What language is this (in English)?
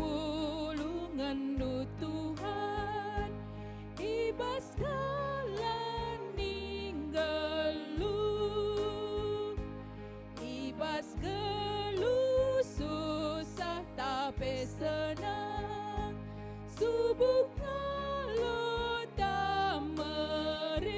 Batak Karo